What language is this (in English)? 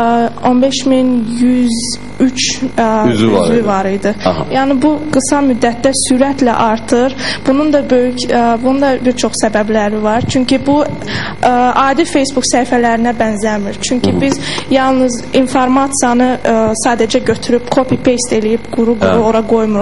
Azerbaijani